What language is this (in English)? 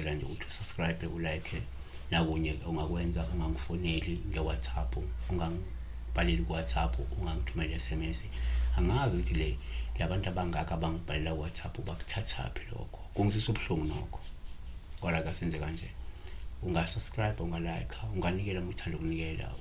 Zulu